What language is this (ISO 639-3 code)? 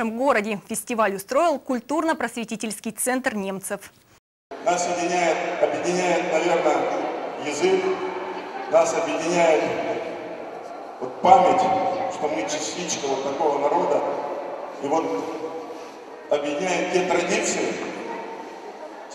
rus